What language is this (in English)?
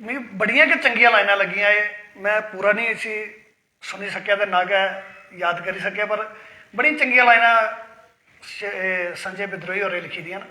Dogri